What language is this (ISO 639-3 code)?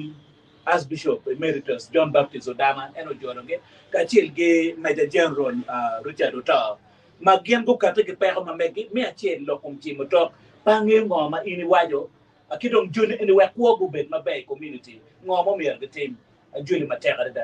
ach